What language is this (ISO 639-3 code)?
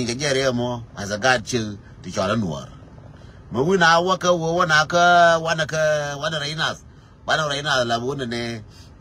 nus